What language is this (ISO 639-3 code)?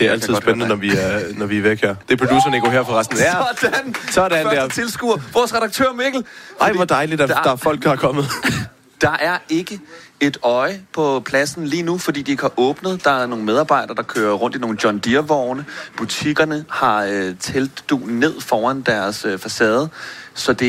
dan